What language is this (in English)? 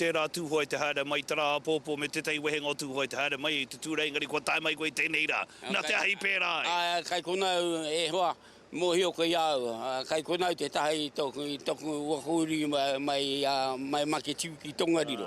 Māori